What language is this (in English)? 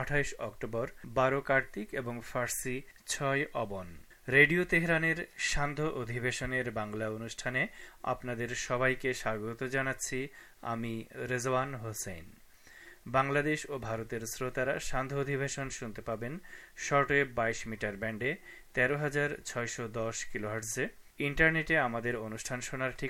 Bangla